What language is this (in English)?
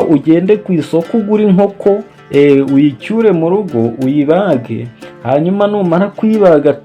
Kinyarwanda